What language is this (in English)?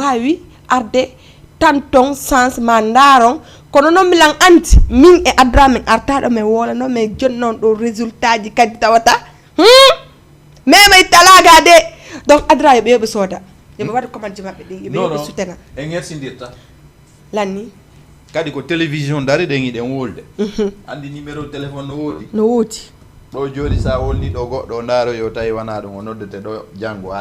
Fula